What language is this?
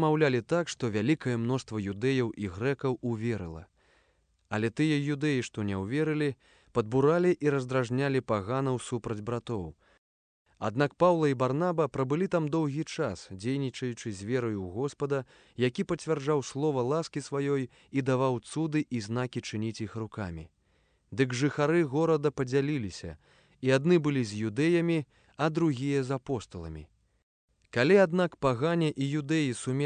Belarusian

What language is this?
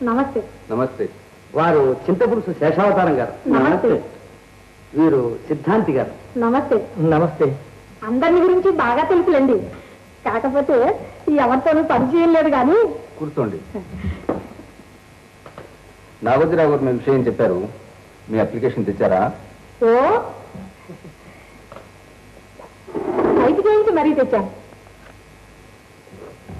Telugu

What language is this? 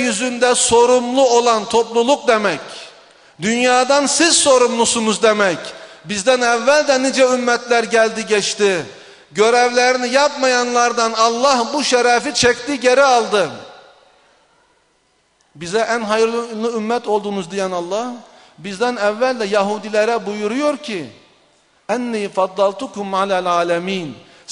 Turkish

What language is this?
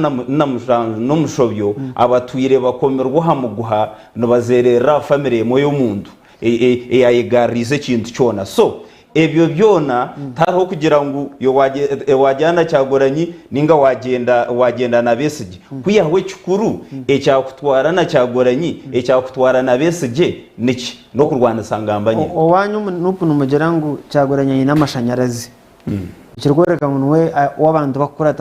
Nyankole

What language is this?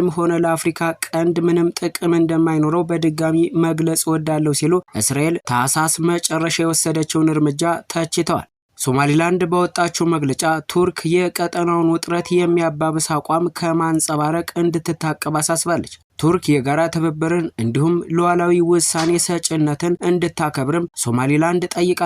Amharic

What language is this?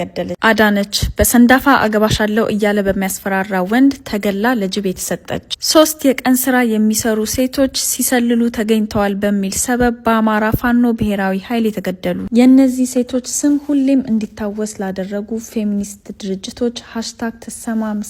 Amharic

